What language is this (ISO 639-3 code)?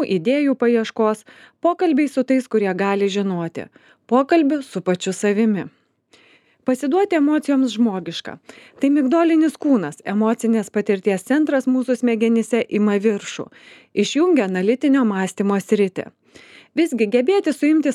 lit